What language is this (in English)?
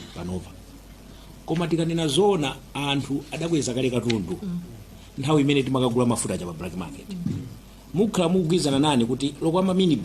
Nyanja